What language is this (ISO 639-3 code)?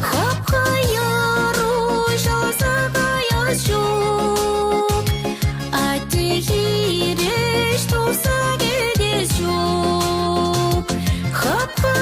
chv